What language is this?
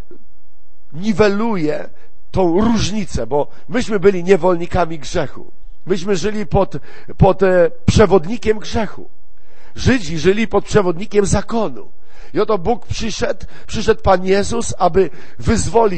Polish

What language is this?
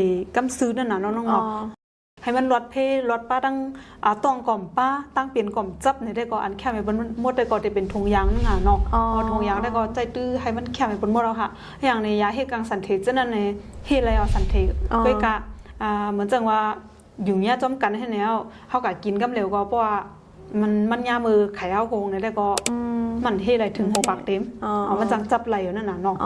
Shan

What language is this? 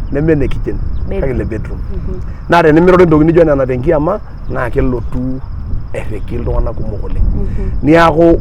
Masai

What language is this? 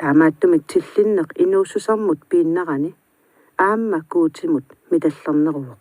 Kalaallisut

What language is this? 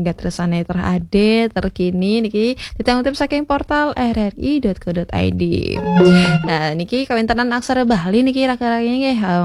Balinese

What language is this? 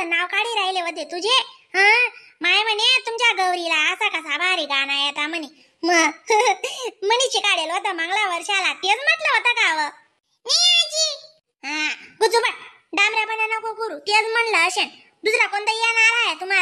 Khandesi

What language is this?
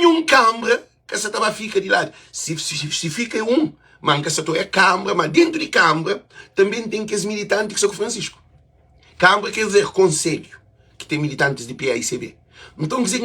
Kabuverdianu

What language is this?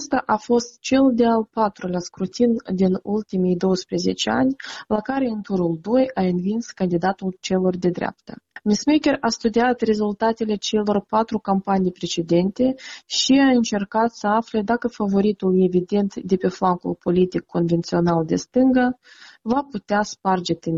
Romanian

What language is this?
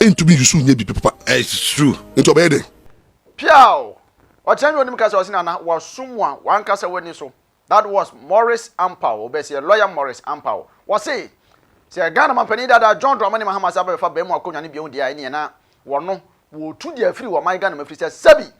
Akan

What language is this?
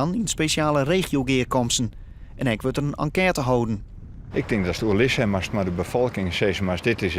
Western Frisian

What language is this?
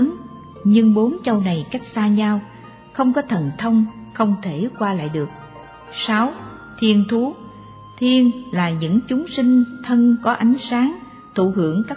Vietnamese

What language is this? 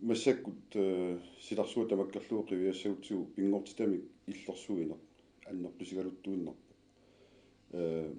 Kalaallisut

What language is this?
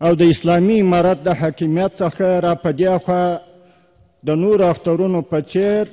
Pashto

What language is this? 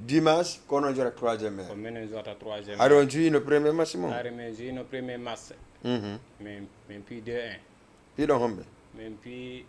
Fula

